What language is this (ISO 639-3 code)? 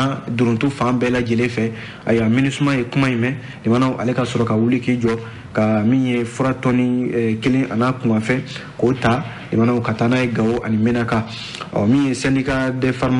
bam